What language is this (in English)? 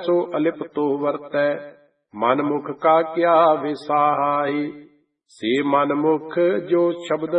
Punjabi